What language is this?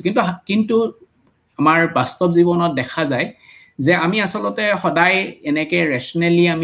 Assamese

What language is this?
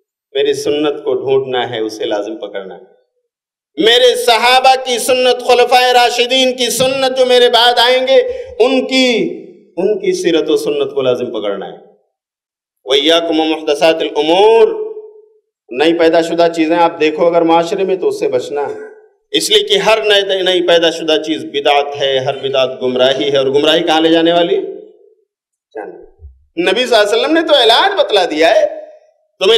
Urdu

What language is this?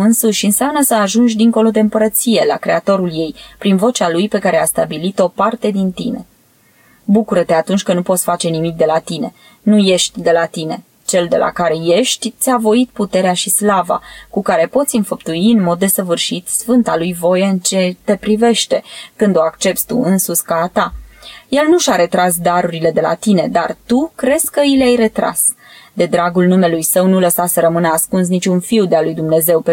Romanian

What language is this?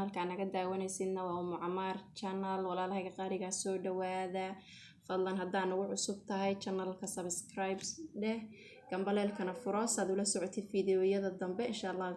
Somali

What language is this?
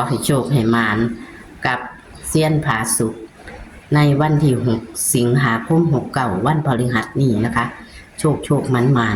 Northeastern Thai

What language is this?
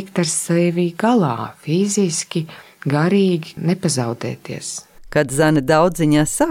Latvian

